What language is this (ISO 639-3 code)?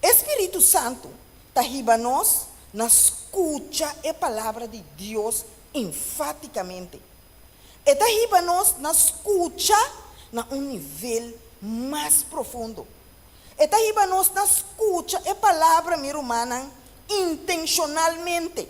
pap